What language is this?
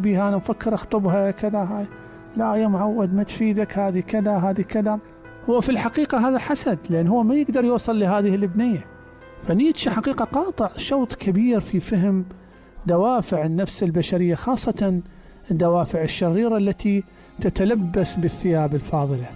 Mesopotamian Arabic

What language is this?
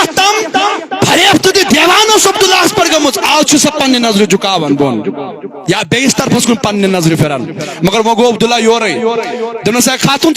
Kashmiri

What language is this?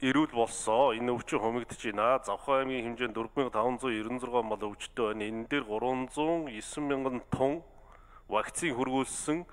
Mongolian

